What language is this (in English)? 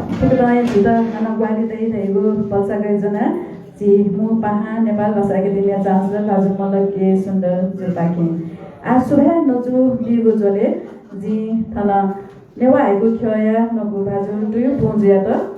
Newari